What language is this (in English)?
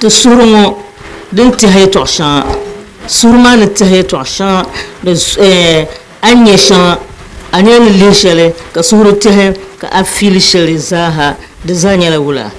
Dagbani